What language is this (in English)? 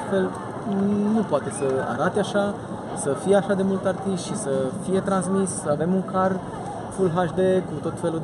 Romanian